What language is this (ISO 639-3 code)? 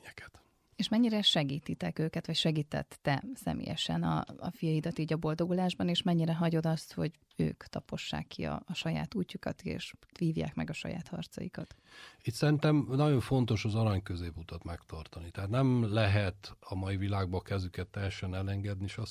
hun